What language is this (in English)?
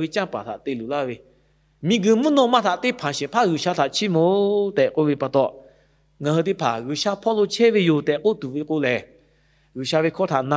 Lahu